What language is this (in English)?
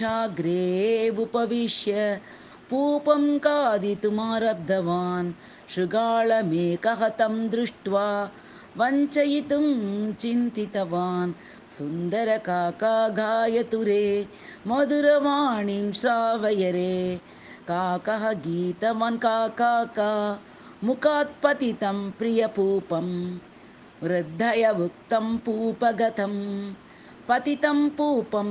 Sanskrit